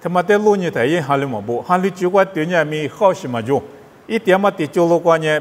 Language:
Lisu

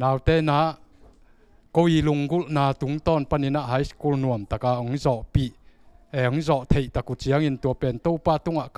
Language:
Tedim Chin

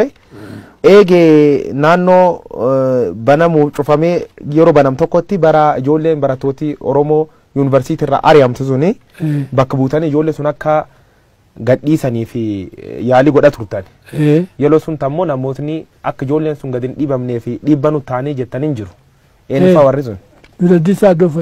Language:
Oromo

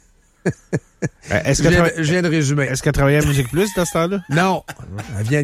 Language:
French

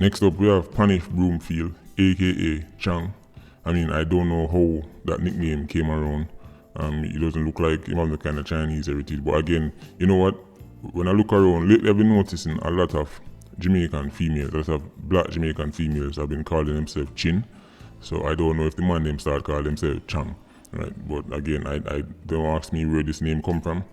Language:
Jamaican Creole English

